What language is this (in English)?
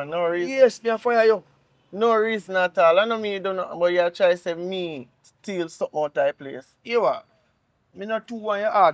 Jamaican Creole English